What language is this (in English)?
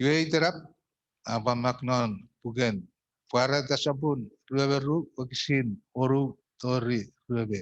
Chuukese